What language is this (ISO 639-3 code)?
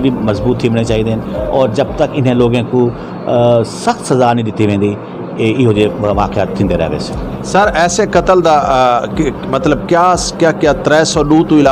skr